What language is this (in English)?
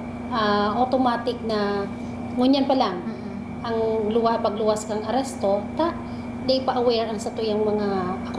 Bikol